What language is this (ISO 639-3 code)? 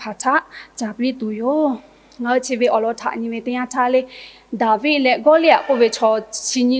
lhu